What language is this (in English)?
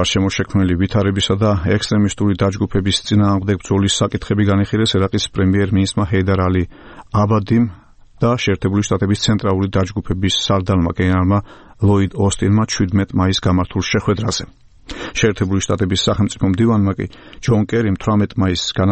Georgian